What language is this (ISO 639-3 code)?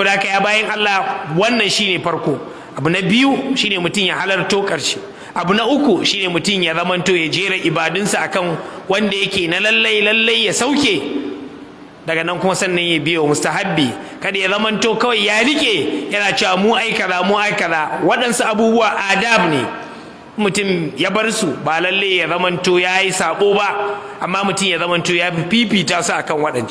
hau